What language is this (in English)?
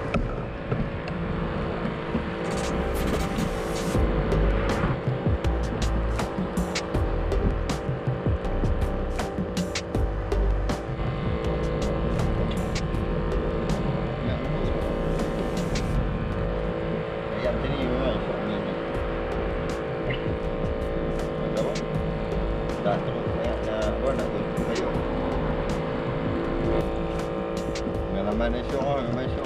Malay